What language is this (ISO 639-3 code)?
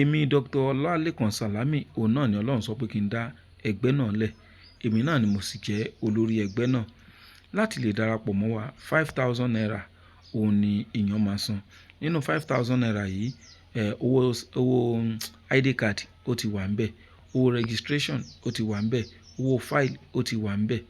yor